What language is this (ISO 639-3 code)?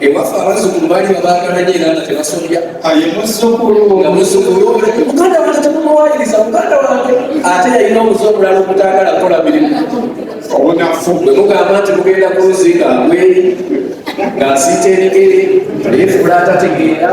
lug